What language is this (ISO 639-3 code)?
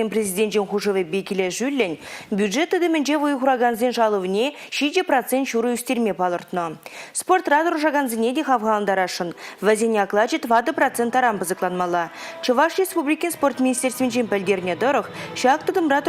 chv